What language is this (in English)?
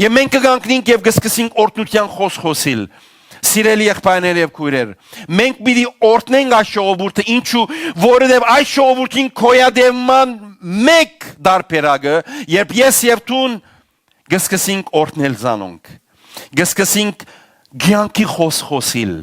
Western Armenian